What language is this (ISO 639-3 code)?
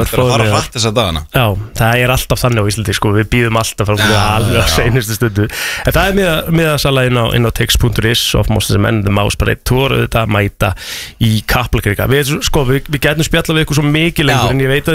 isl